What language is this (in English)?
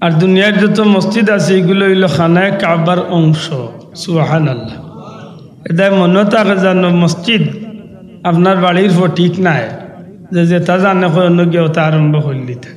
Sylheti